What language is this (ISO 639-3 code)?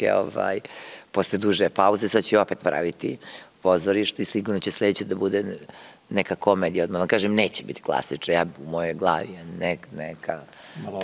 srp